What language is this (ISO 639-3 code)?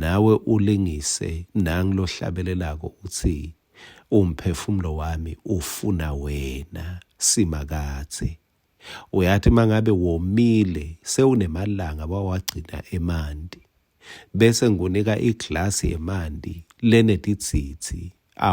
ssw